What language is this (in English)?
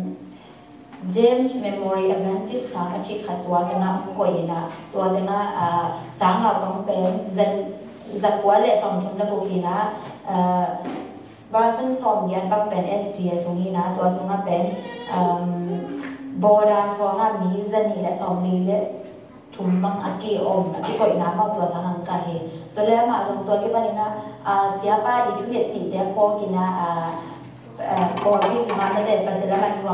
Tedim Chin